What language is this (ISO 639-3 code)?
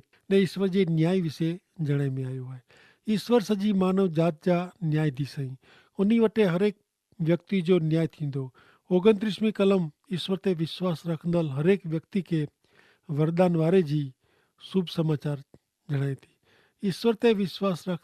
kfr